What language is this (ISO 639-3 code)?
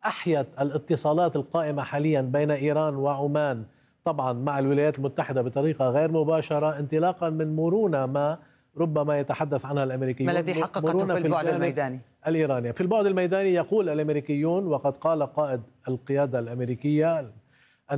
ara